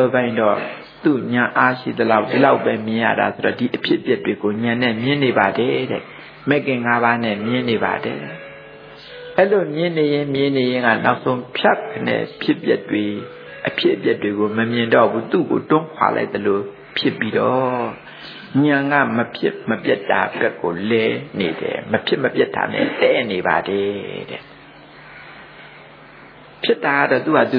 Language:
Burmese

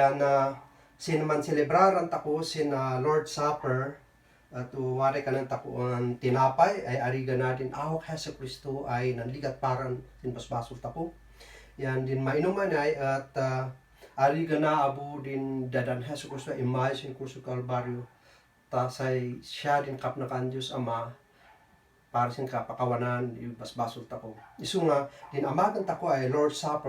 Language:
Kankanaey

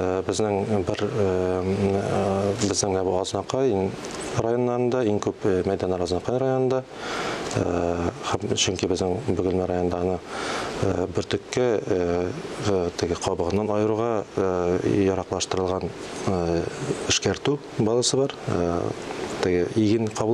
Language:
Tatar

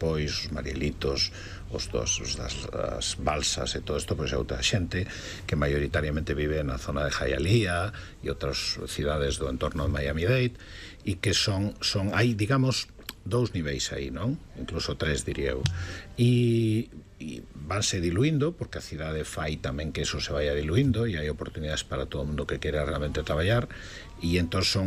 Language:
Galician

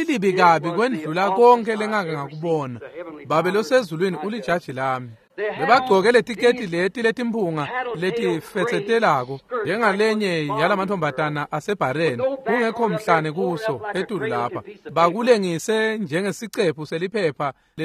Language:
Swati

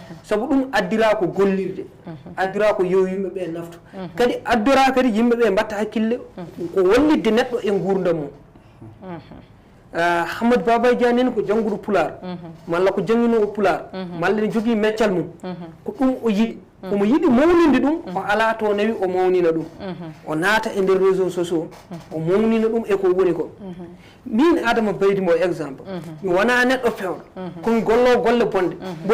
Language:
Fula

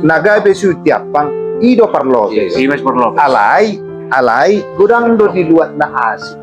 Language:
Batak Toba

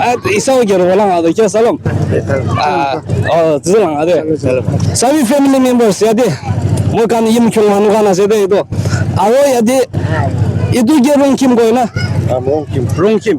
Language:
Naga Pidgin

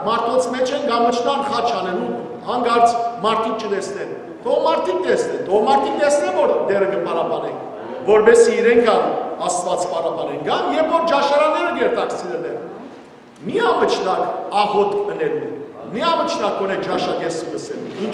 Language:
Western Armenian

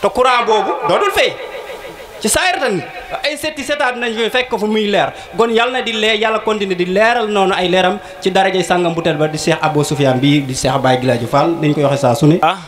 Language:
Wolof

